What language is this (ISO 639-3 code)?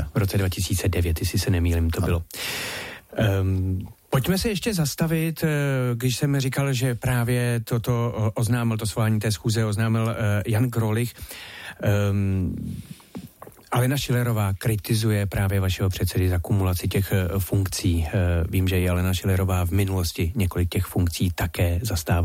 ces